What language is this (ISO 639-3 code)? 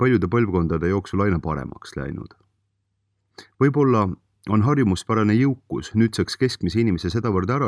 est